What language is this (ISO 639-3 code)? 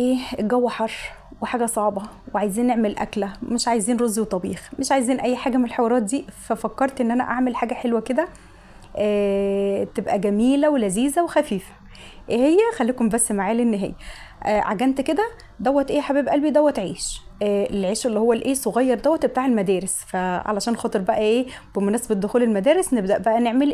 arz